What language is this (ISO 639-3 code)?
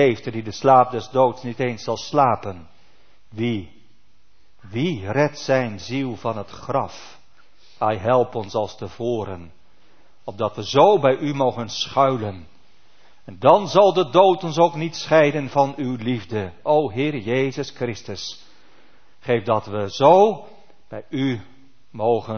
nld